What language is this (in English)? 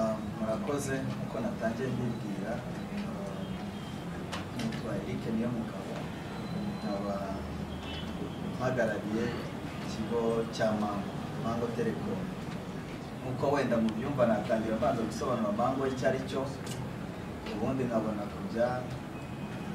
Kinyarwanda